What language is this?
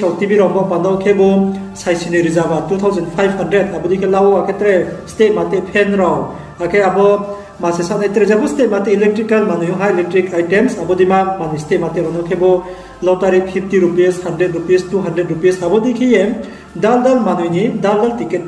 Riang (India)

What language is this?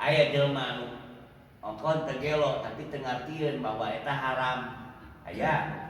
Sundanese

